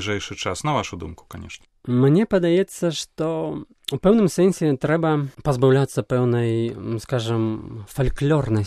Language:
Belarusian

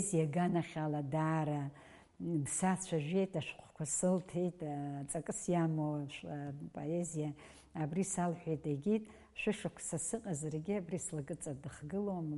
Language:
Abkhazian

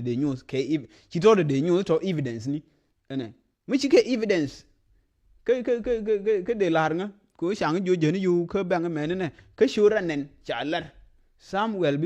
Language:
Nuer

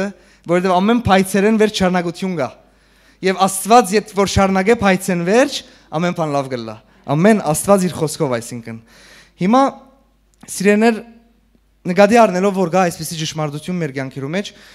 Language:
Western Armenian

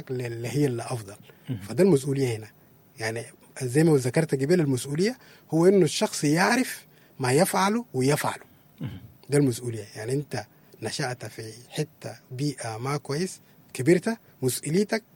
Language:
Sudanese Arabic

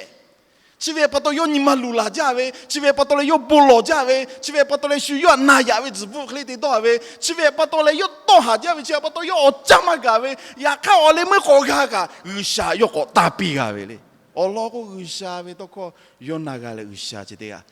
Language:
Lahu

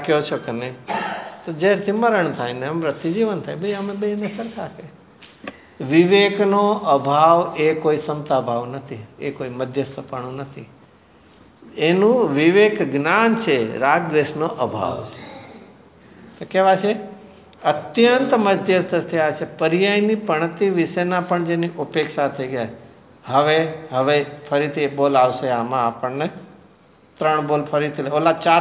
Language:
Gujarati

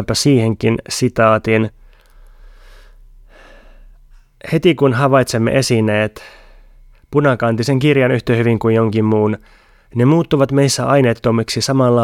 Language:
Finnish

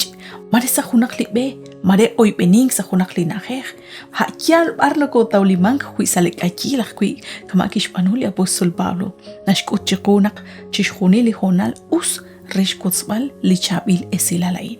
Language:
Kekchí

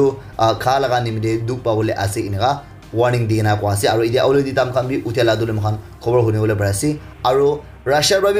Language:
Naga Pidgin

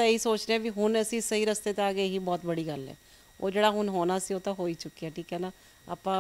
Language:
Punjabi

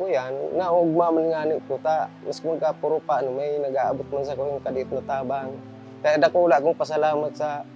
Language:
Bikol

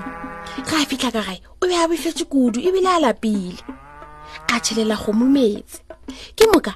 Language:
Northern Sotho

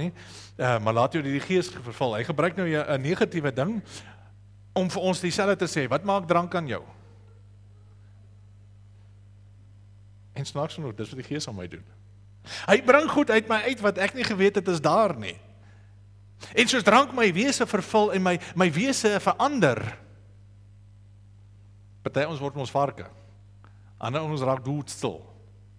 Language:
Afrikaans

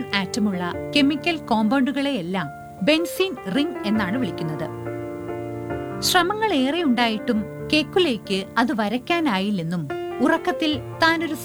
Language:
Malayalam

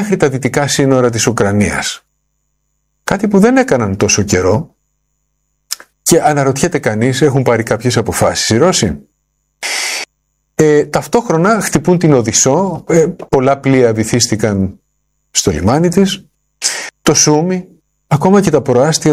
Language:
Greek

